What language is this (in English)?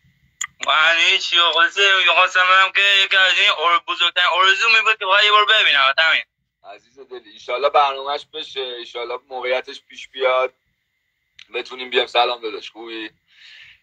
Persian